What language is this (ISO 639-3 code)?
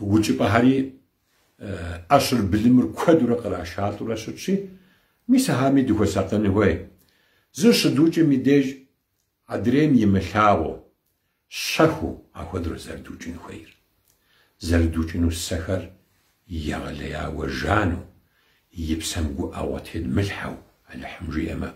kbd